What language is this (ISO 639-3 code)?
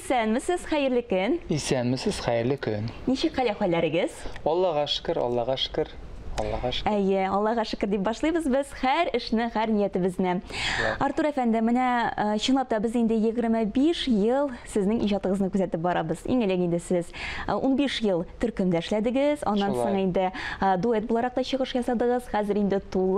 tat